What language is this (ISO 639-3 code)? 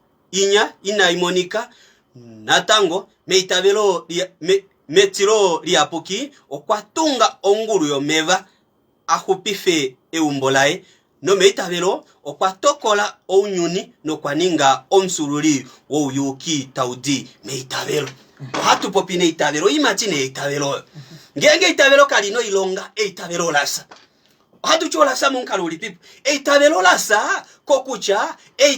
kua